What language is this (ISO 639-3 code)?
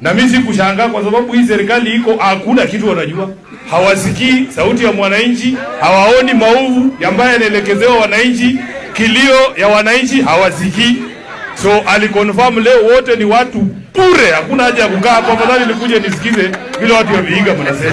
swa